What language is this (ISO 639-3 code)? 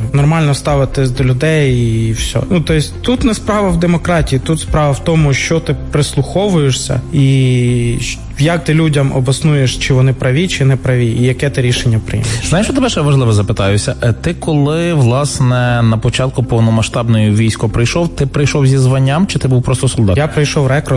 ukr